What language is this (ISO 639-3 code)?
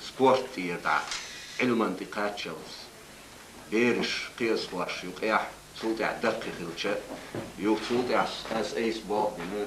che